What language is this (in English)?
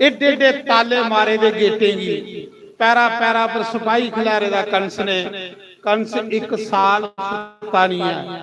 Dogri